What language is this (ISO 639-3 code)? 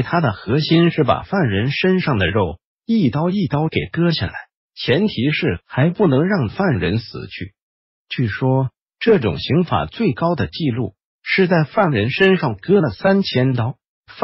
zho